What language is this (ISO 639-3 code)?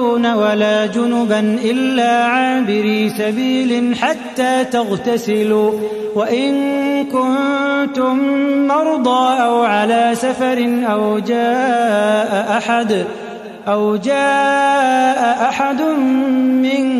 ara